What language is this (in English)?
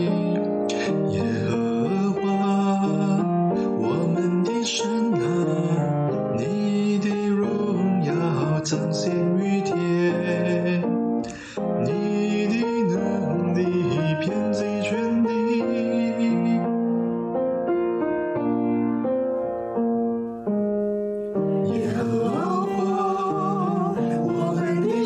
Chinese